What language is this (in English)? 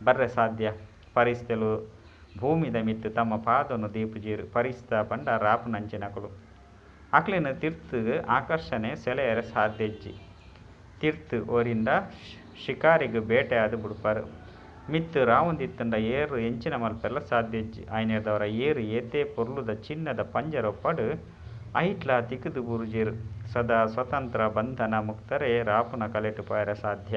Tulu